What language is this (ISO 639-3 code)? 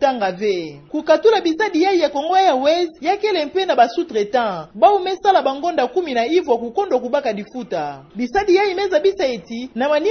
ktu